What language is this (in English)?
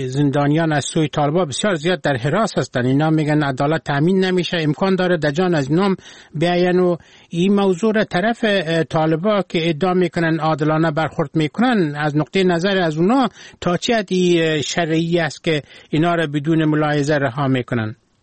Persian